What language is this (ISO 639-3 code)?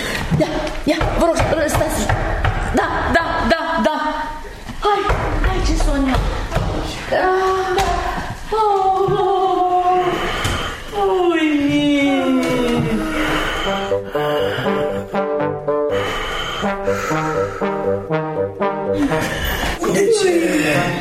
ron